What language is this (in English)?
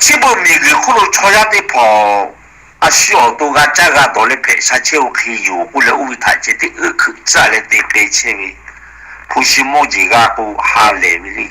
Lahu